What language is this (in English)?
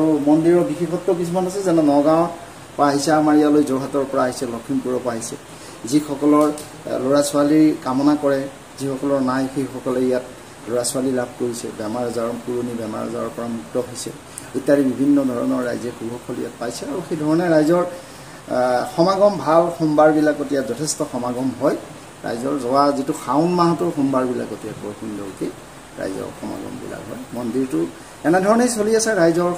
Assamese